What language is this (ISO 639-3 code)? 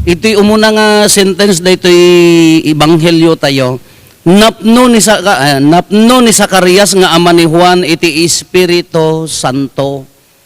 ilo